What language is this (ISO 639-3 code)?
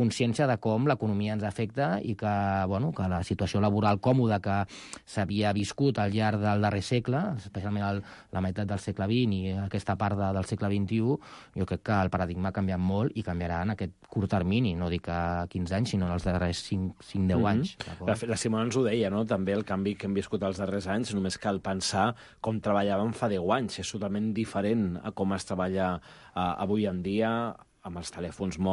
cat